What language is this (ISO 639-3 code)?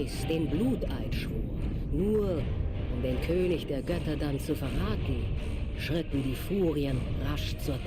bar